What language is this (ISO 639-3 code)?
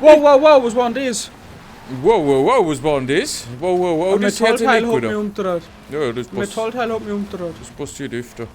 bar